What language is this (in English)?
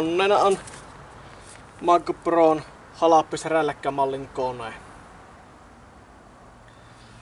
Finnish